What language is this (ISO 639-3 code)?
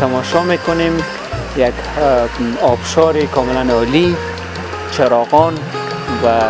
fas